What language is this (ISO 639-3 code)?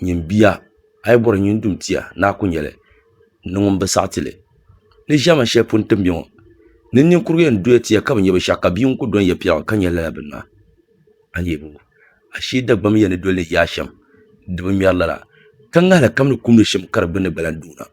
dag